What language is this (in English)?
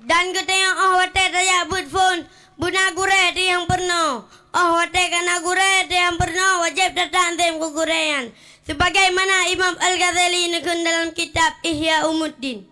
Achinese